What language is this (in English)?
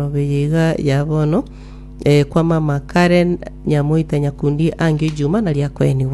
Gusii